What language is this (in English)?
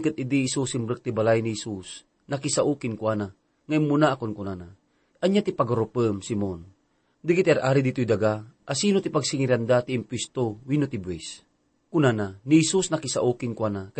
Iloko